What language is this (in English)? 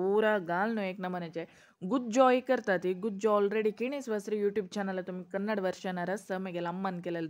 Konkani